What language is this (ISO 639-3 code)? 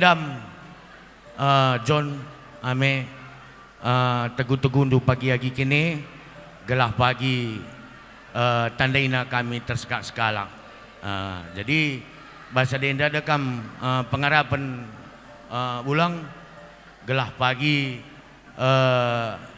btx